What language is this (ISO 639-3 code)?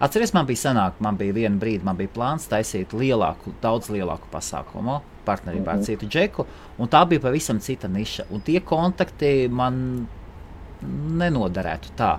lav